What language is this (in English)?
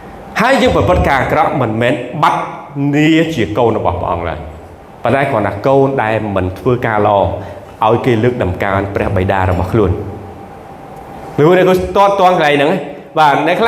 Khmer